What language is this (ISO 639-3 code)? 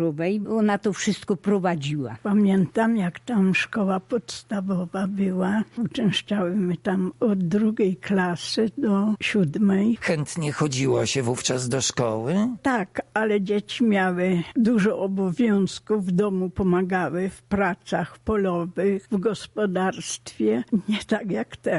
pol